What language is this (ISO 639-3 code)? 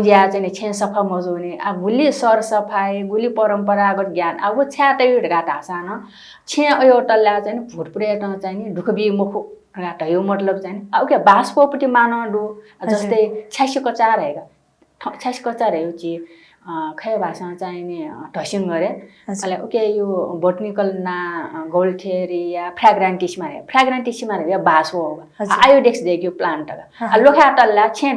new